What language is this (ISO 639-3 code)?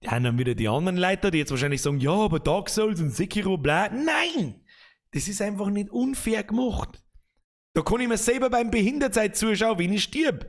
bar